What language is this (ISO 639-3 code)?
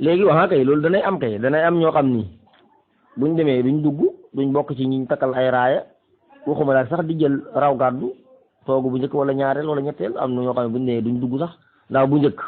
wol